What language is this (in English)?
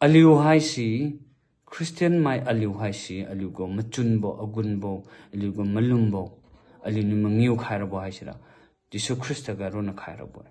Liangmai Naga